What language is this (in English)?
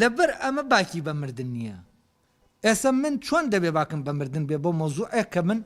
Central Kurdish